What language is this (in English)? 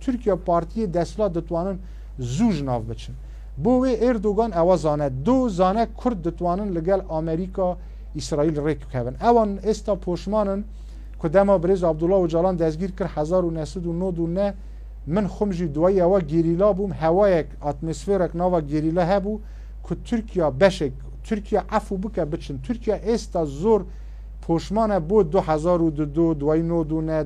Kurdish